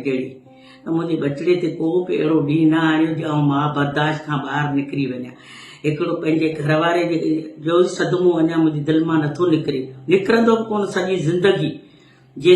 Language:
Sindhi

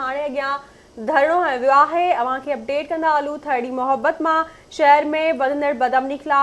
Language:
Sindhi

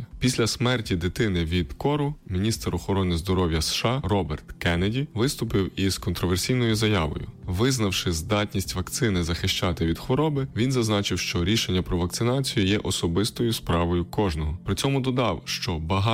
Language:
Ukrainian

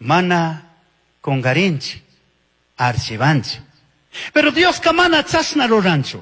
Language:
Chimborazo Highland Quichua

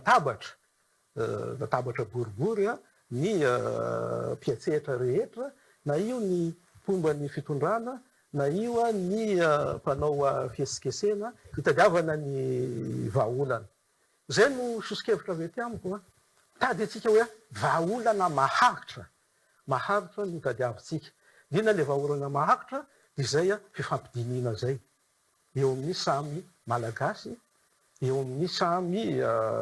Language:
Malagasy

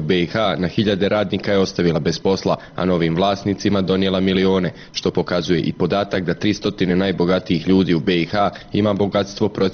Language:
Bosnian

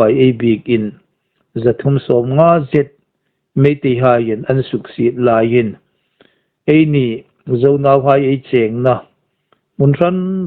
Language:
Hmar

